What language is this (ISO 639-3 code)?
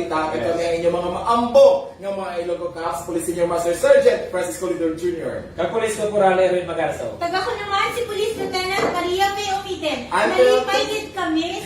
hil